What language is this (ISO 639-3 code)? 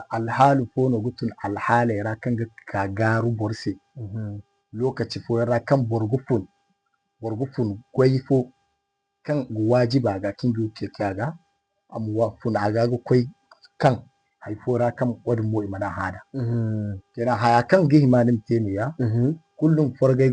dje